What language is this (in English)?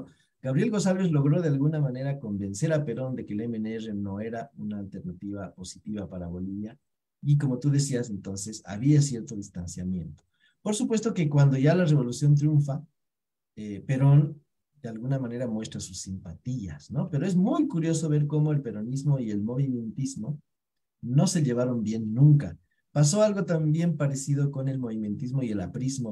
Spanish